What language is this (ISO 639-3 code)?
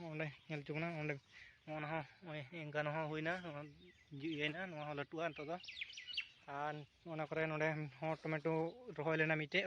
sat